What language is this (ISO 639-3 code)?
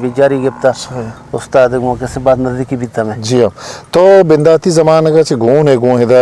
bgp